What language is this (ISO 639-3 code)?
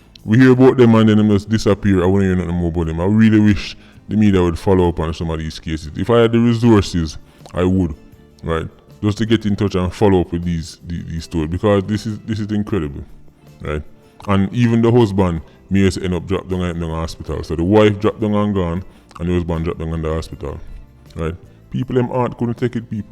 jam